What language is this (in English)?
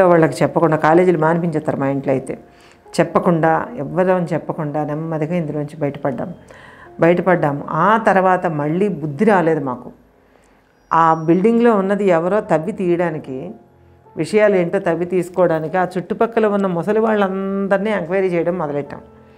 Telugu